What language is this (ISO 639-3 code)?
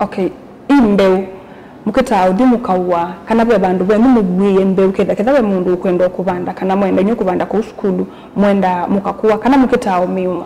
kam